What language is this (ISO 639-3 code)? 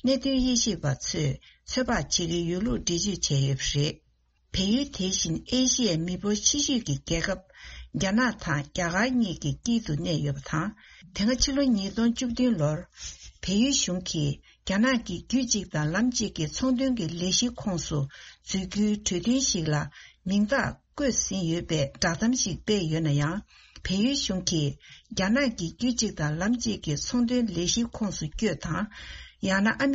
bod